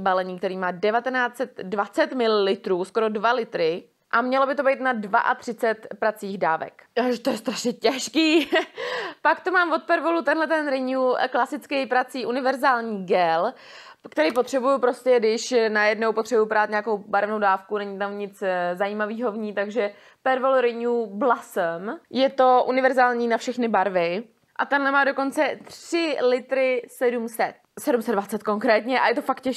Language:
Czech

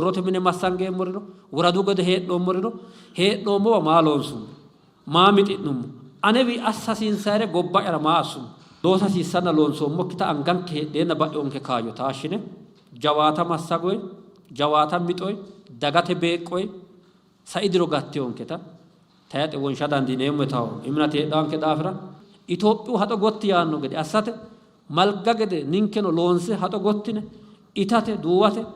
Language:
Sidamo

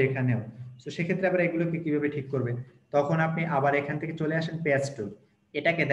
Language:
Bangla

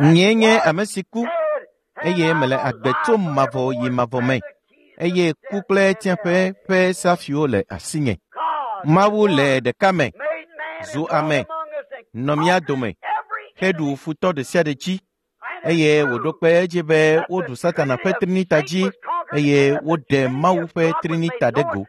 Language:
Ewe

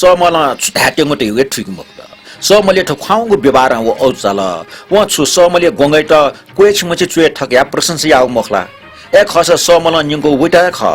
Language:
Newari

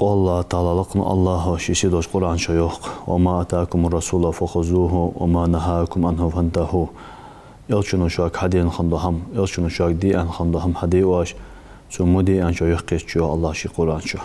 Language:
Ingush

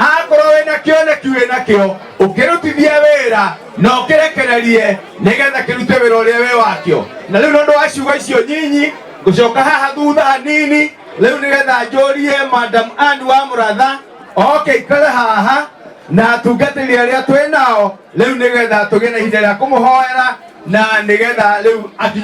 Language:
Kikuyu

